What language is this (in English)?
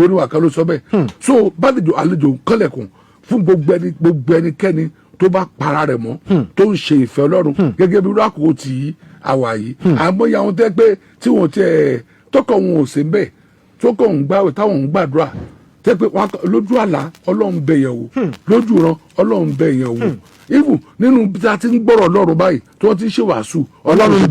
Yoruba